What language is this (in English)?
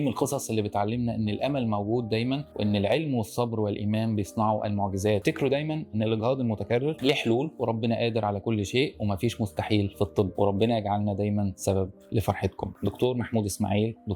Egyptian Arabic